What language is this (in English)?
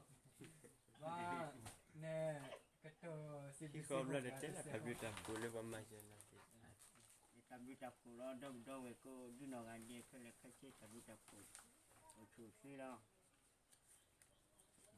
S'gaw Karen